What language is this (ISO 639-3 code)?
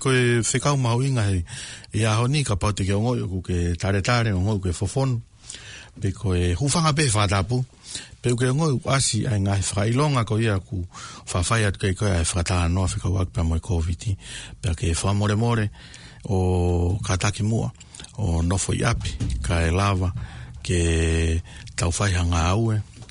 ton